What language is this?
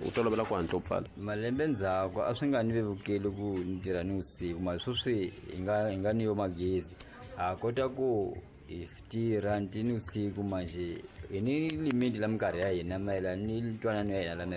Tsonga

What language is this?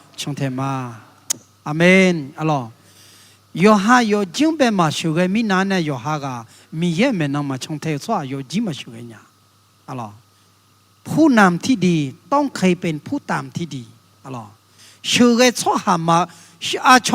Akha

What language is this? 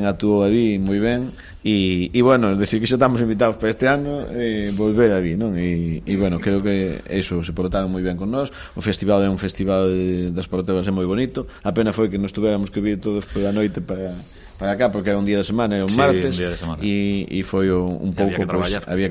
Galician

